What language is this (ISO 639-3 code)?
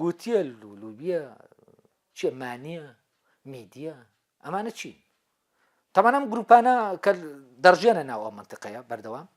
ckb